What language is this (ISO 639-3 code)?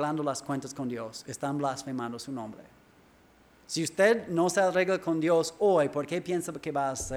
spa